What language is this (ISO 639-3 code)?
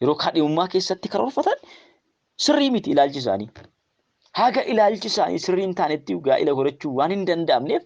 orm